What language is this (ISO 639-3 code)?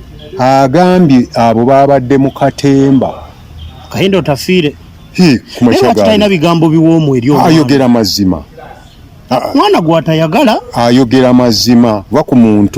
lug